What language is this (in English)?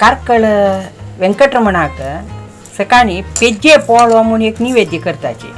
Konkani